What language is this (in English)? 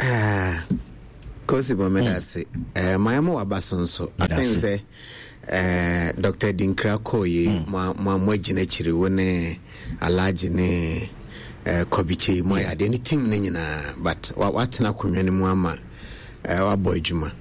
Akan